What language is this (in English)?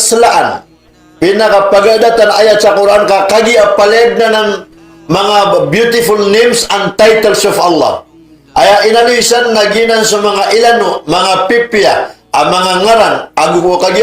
Maranao